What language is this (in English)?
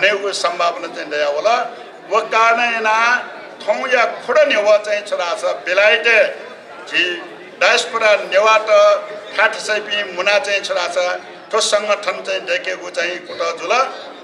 Newari